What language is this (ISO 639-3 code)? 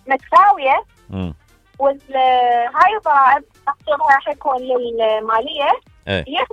acm